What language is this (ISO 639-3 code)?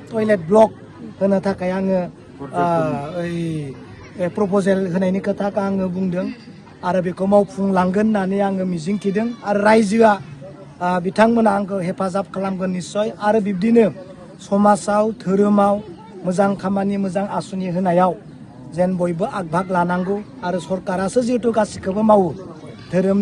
brx